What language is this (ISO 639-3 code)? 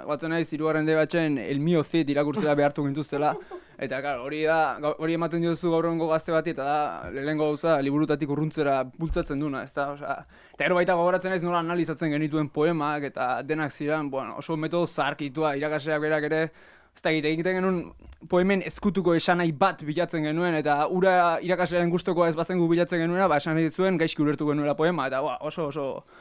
eus